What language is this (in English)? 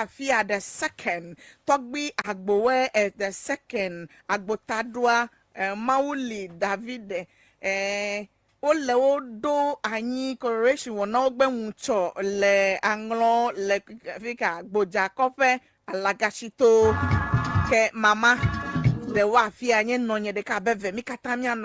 Ewe